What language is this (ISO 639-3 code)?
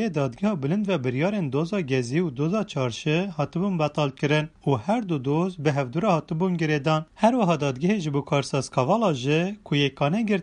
kur